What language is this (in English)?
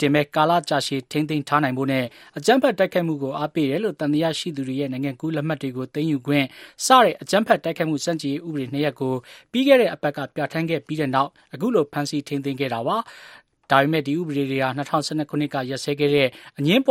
Burmese